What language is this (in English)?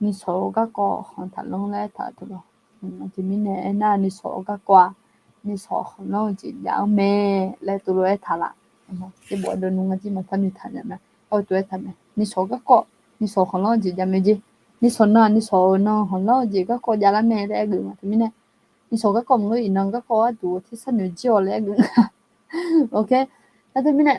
Akha